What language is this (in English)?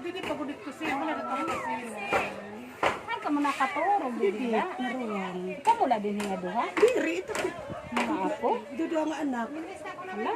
Waray